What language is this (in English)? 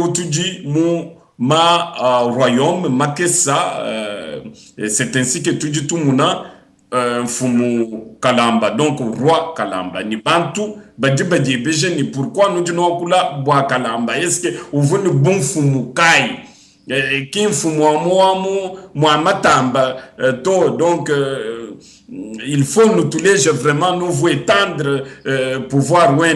Luba-Lulua